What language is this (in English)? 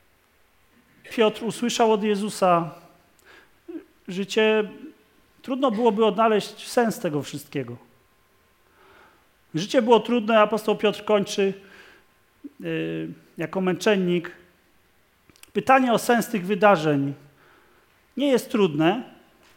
Polish